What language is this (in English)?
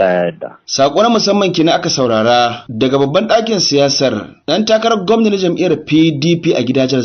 Hausa